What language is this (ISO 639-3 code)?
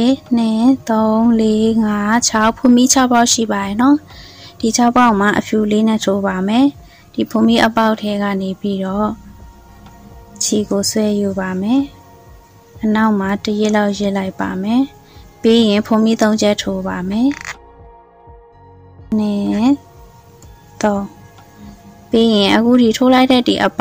mya